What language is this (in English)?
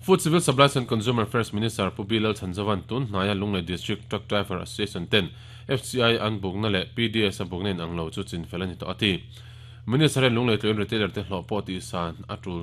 Mizo